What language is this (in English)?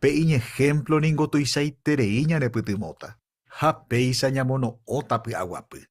Guarani